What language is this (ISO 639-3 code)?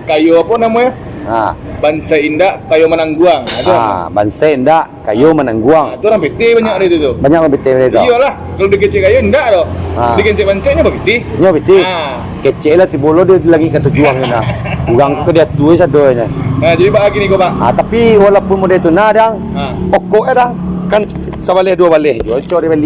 min